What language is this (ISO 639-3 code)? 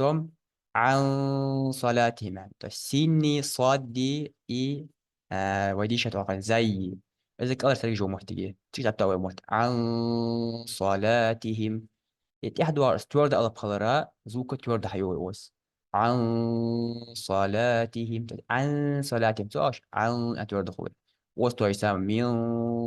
inh